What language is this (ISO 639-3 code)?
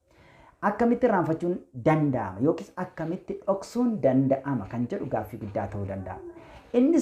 orm